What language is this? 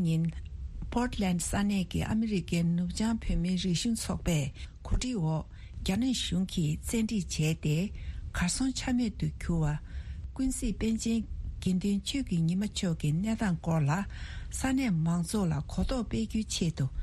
Tibetan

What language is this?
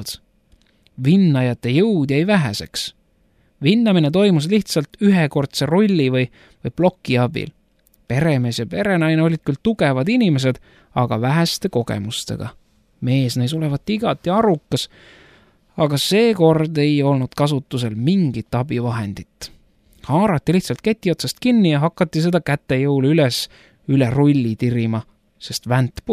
Estonian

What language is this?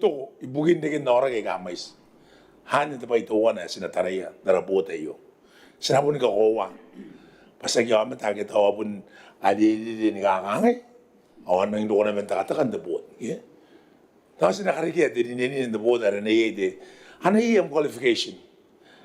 Gilbertese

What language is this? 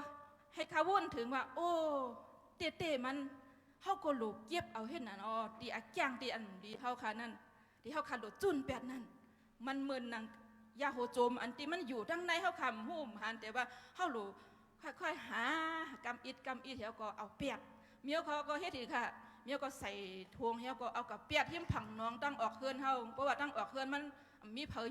Shan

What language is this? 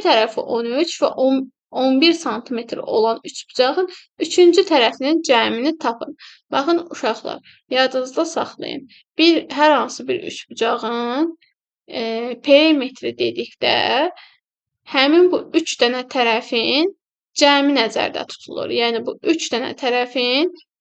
Azerbaijani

